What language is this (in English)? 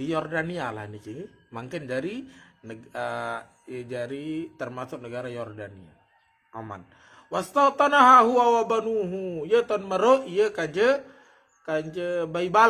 Sasak